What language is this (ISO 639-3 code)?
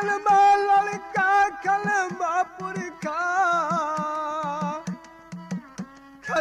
bho